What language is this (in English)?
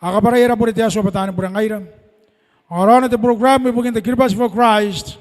Gilbertese